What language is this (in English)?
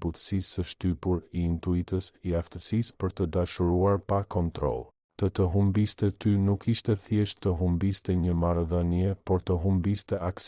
Albanian